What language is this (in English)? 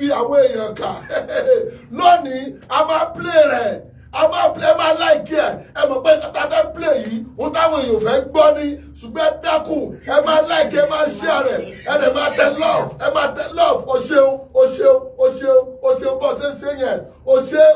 Yoruba